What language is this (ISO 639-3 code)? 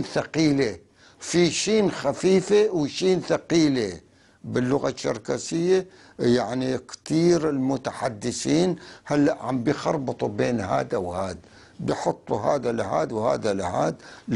apc